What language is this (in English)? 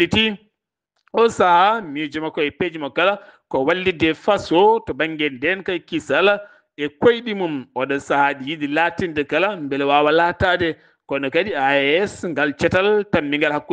Fula